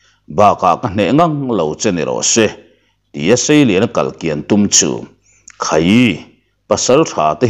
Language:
Mizo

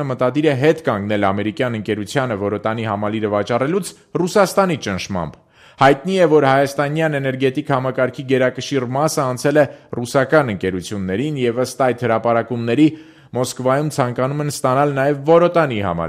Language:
Armenian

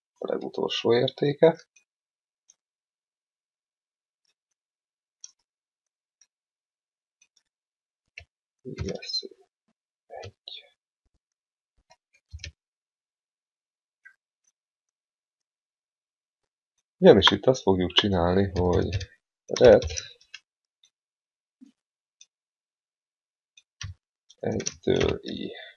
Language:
Hungarian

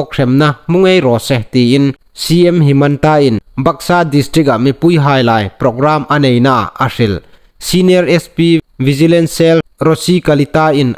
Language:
Hmar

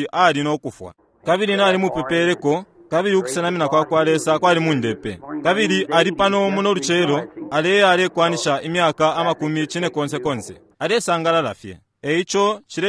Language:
Bemba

